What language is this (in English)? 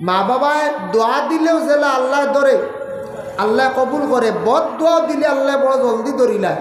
Sylheti